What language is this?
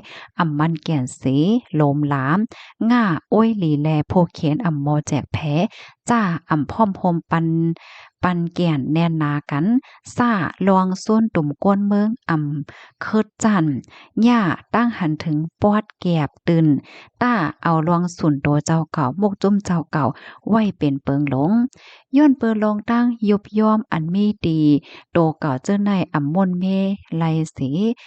Shan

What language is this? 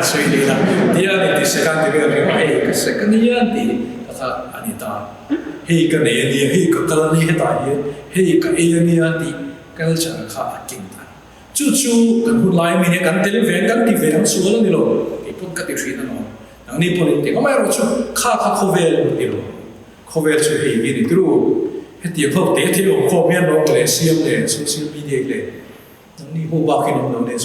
Mizo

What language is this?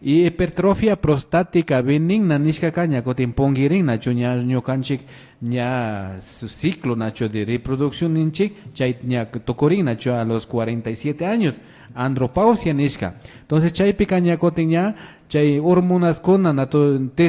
Imbabura Highland Quichua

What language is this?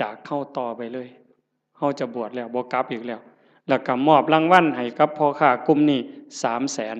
Northeastern Thai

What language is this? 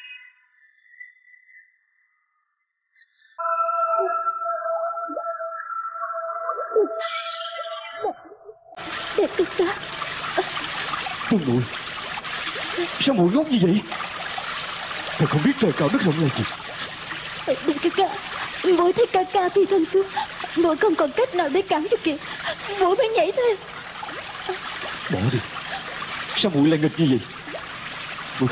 Vietnamese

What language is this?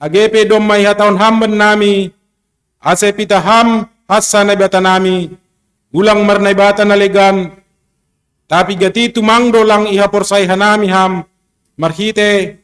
Batak Simalungun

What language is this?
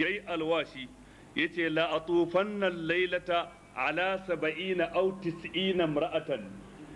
Hausa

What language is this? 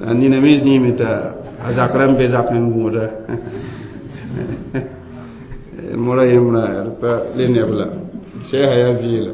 Mossi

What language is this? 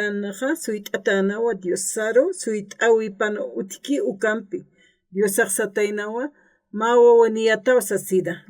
Aymara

